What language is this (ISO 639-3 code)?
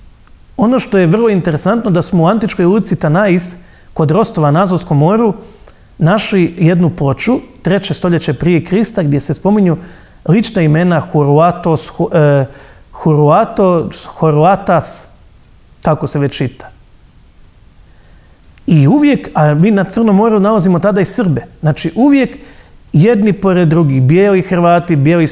hrv